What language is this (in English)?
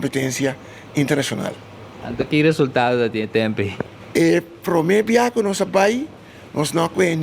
Papiamento